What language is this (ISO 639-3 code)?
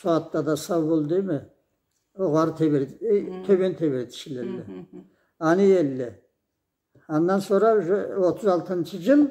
krc